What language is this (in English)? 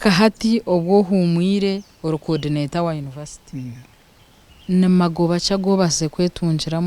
Nyankole